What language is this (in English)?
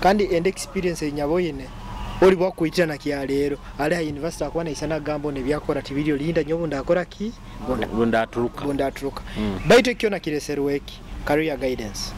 Nyoro